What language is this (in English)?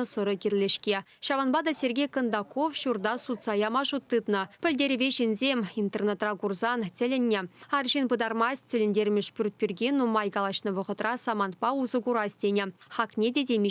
Chuvash